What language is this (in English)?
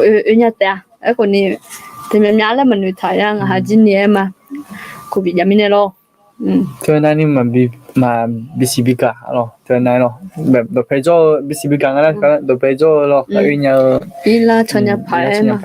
Akha